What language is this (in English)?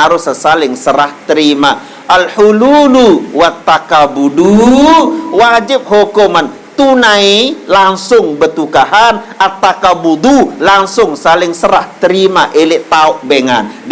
Sasak